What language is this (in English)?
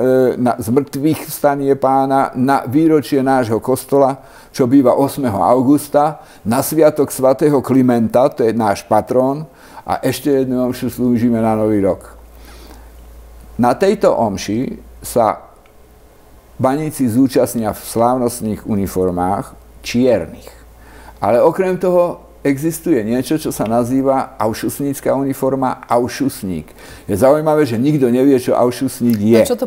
Slovak